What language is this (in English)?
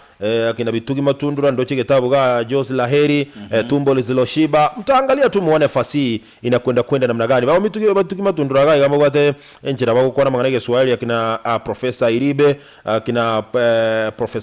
Gusii